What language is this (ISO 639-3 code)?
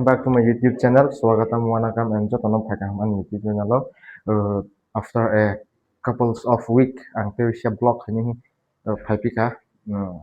trp